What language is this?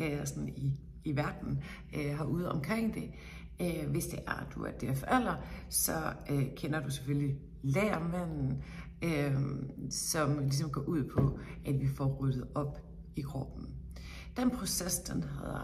Danish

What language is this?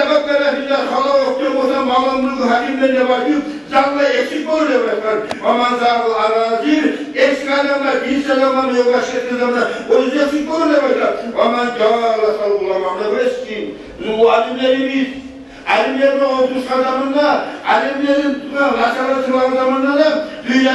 Kumyk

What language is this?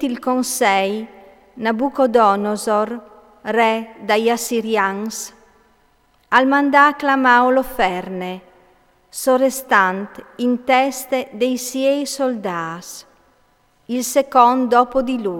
Friulian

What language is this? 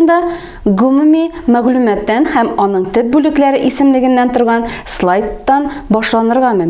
Tatar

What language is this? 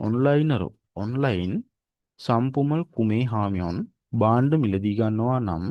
Sinhala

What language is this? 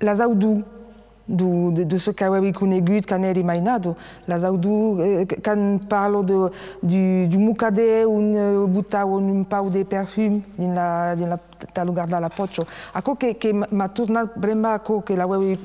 Occitan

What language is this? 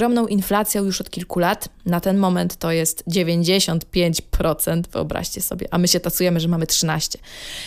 Polish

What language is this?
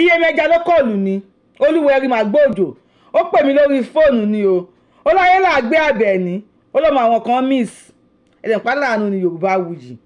Yoruba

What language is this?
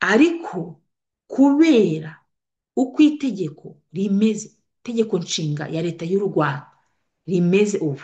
Kinyarwanda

